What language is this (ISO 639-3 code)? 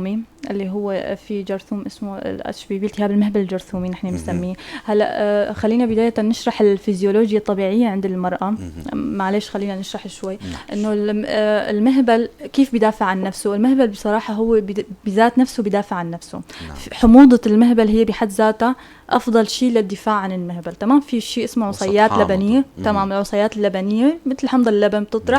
apc